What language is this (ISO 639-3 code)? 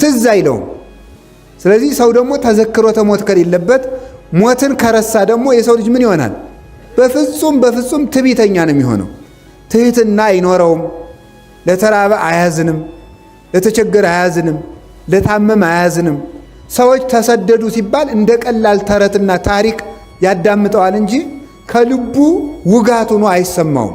amh